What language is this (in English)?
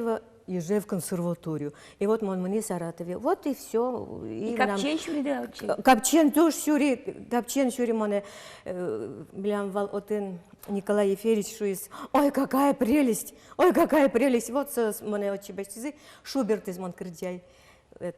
Udmurt